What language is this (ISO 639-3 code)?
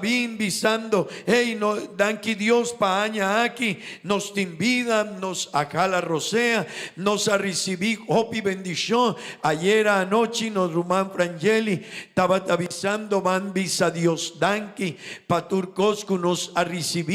pap